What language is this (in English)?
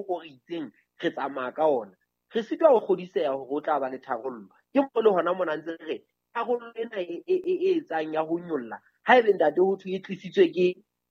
Southern Sotho